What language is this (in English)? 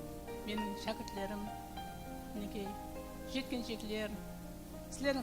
Kara-Kalpak